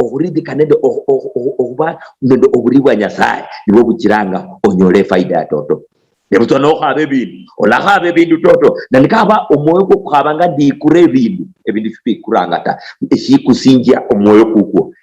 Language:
Luyia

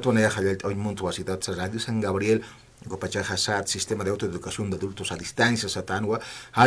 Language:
Aymara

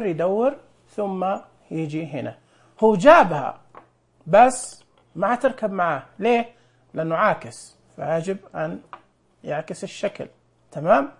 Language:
Najdi Arabic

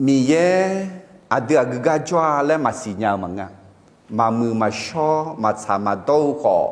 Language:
Akha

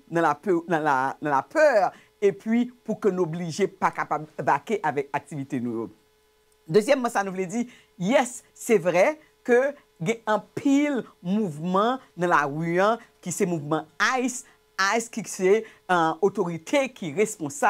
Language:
Haitian Creole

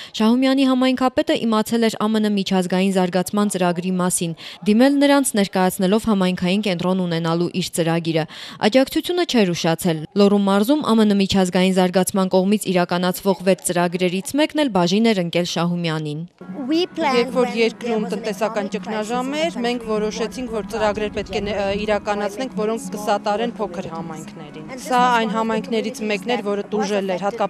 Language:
Armenian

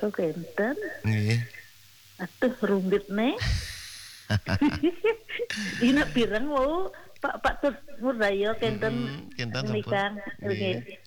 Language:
Balinese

